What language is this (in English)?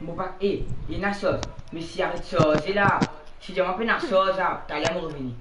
Morisyen